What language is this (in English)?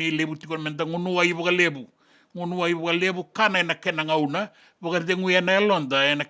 Fijian